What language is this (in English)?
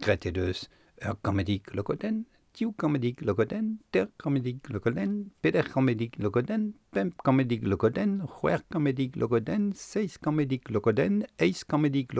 Breton